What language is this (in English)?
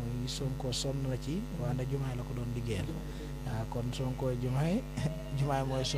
Wolof